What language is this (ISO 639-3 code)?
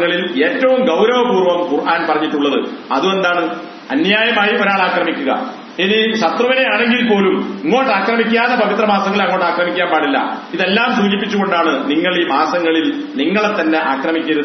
mal